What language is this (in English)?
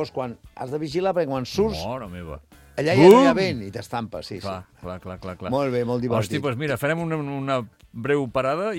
Catalan